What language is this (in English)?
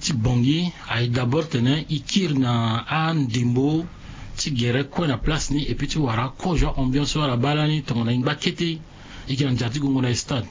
Sango